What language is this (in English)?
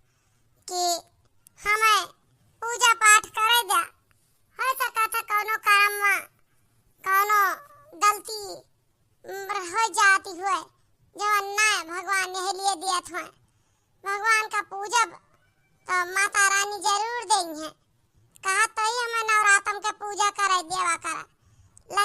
Awadhi